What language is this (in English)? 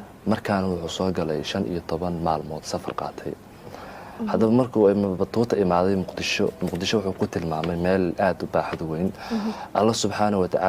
Somali